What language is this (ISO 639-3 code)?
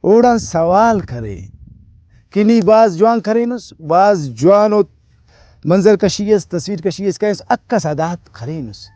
brh